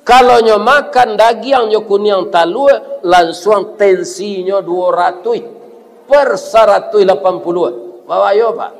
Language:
Minangkabau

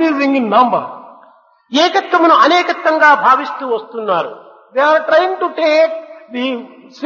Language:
Telugu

